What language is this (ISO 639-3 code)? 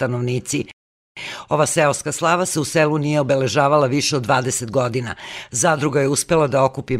srp